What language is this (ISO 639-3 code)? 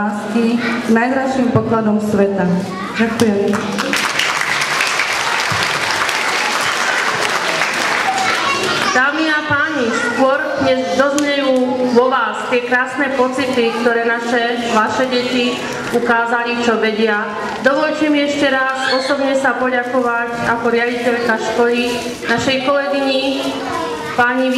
slk